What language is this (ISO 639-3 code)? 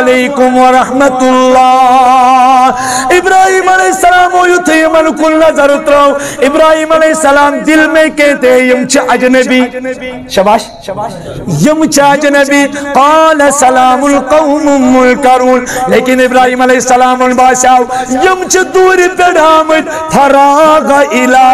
kas